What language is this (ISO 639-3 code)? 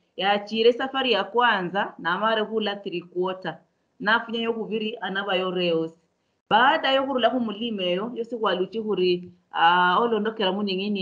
luy